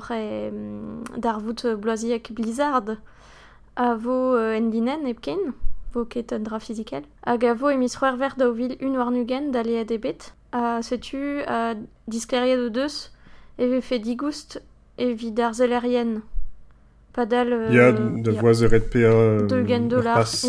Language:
Breton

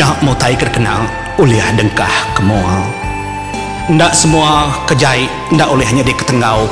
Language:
Iban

